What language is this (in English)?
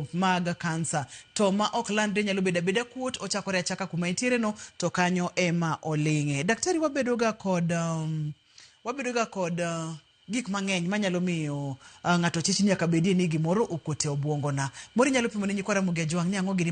Luo (Kenya and Tanzania)